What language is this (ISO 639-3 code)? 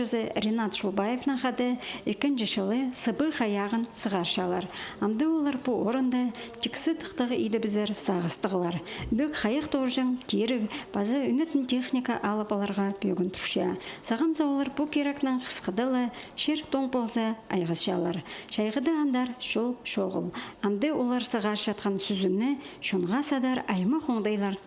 kjh